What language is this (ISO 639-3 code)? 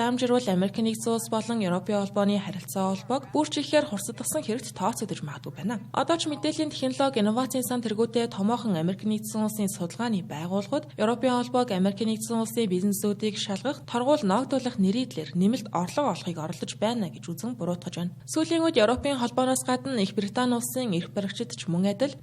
mon